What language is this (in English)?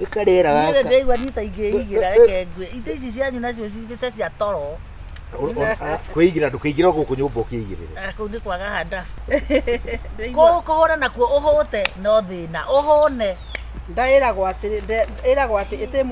Kikuyu